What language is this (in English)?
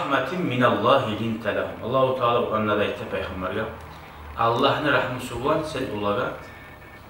Kumyk